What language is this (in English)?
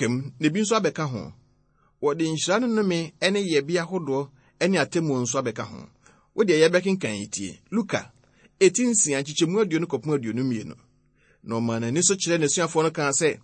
Akan